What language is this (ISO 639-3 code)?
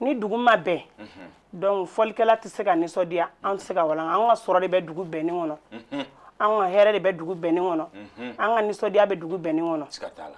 bam